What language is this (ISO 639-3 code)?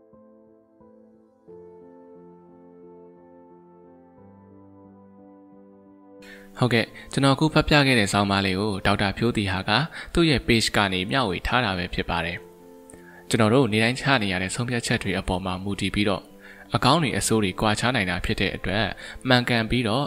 mya